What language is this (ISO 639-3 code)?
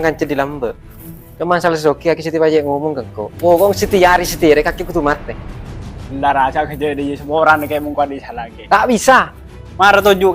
mad